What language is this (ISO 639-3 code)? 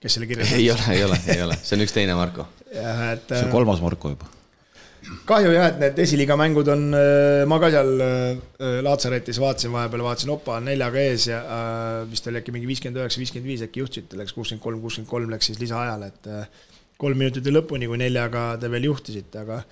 est